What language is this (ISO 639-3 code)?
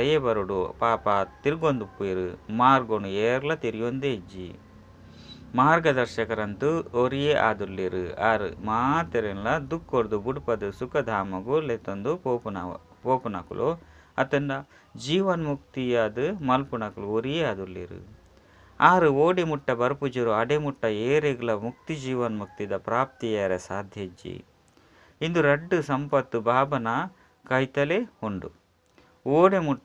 tcy